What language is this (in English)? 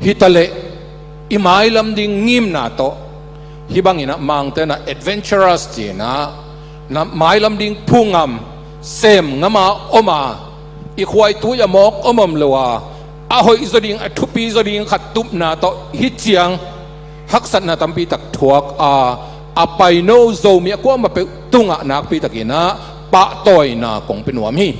Tedim Chin